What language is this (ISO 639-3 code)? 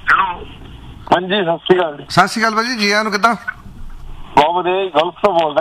pan